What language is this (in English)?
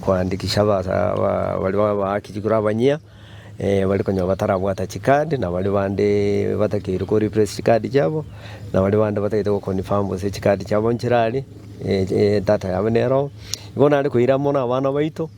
Gusii